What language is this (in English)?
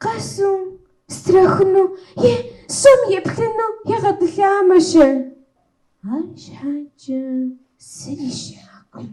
Kabardian